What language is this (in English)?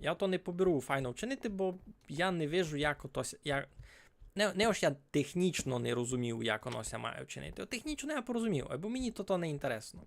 Rusyn